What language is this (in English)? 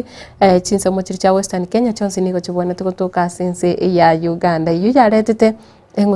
Gusii